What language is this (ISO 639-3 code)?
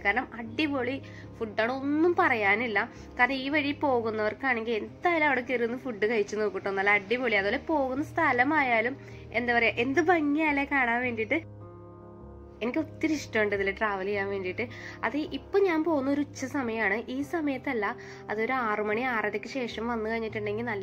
mal